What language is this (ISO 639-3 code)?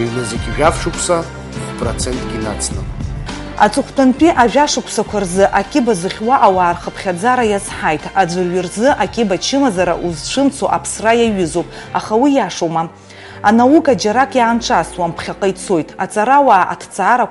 abk